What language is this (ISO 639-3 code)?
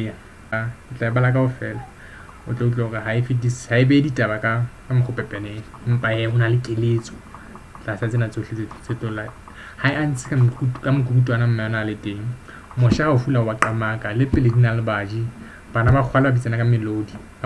sot